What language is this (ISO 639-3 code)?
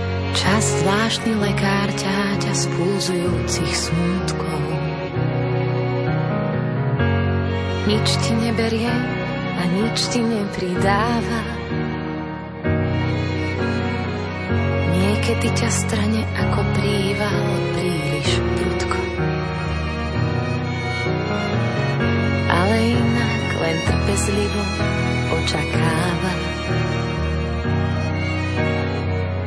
slk